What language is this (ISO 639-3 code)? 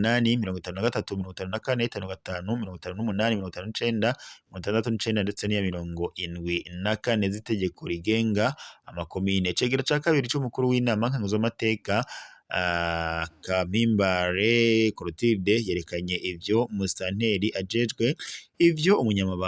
run